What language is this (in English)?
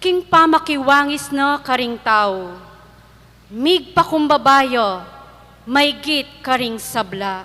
Pampanga